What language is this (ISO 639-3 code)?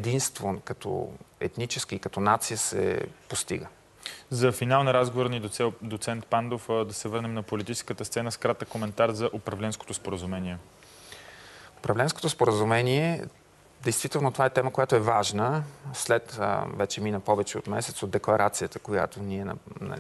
bul